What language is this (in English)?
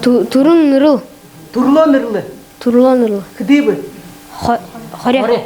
Buriat